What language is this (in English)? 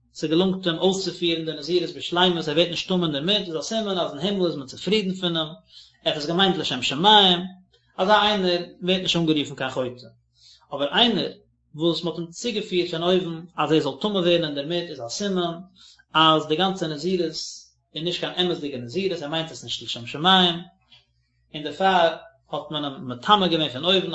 Yiddish